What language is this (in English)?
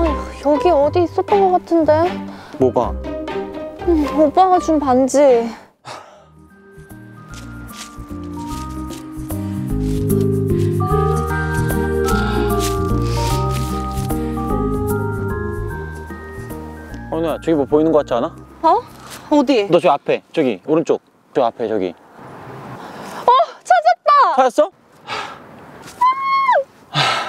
Korean